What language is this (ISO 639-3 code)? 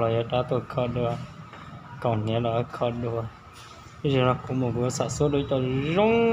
hmn